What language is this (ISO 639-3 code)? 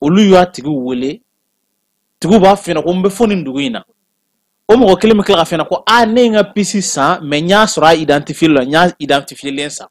bam